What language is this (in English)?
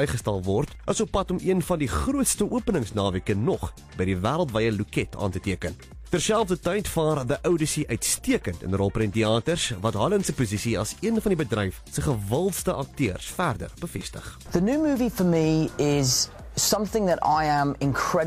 Afrikaans